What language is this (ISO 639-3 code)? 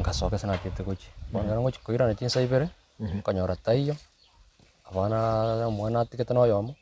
guz